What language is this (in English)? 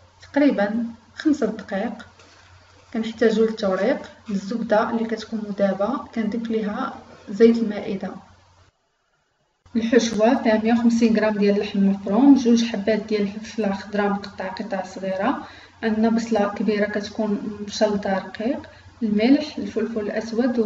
Moroccan Arabic